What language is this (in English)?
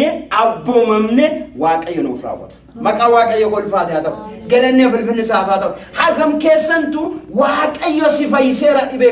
Oromo